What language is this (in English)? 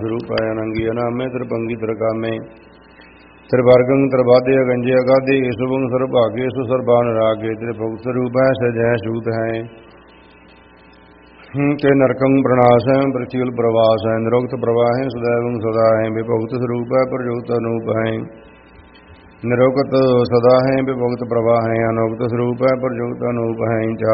Punjabi